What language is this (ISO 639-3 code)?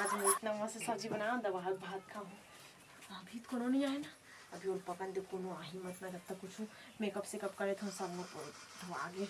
hne